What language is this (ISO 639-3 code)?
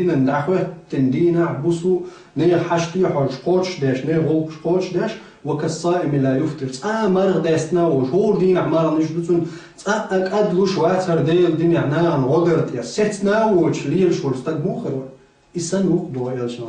che